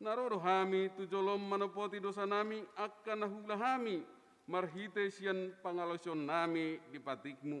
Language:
Batak Toba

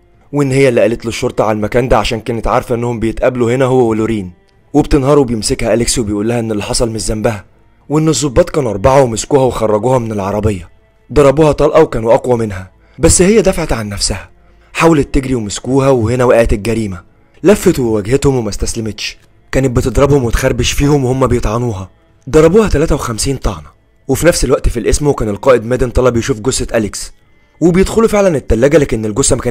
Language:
Egyptian Arabic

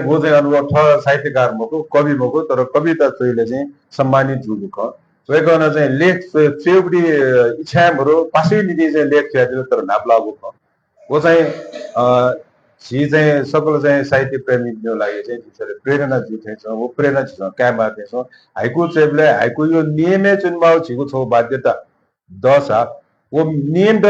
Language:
Newari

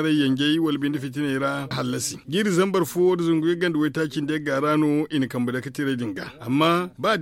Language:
Zarma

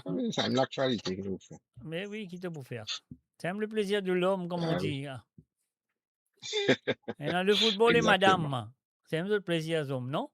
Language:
Morisyen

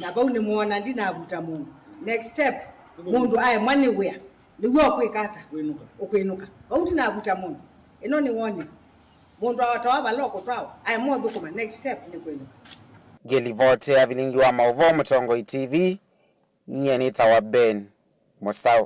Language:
Kamba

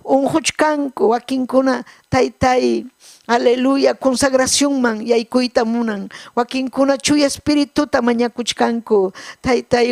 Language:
Ayacucho Quechua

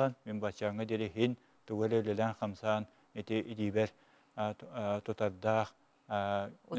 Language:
Yakut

